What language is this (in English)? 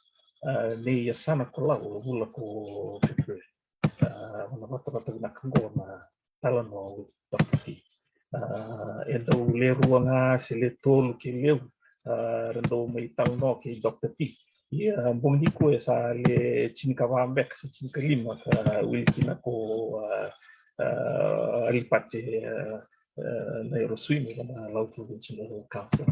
Fijian